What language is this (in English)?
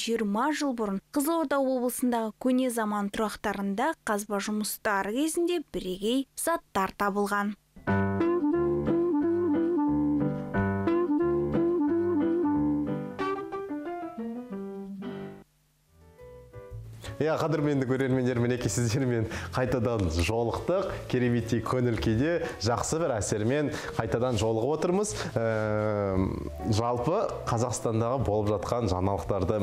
Kazakh